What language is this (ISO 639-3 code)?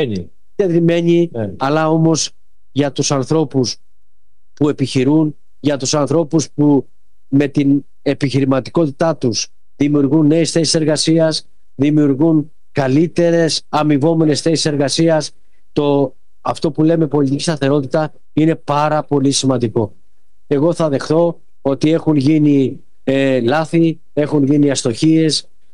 ell